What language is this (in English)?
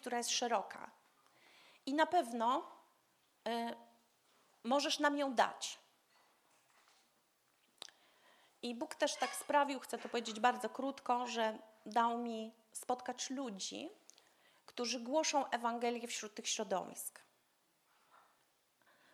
Polish